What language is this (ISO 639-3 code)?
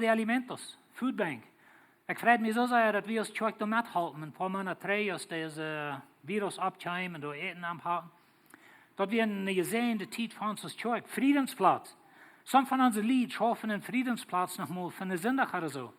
pdt